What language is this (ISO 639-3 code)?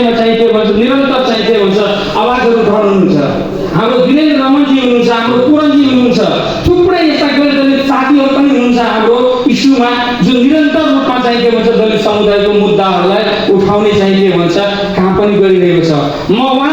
nep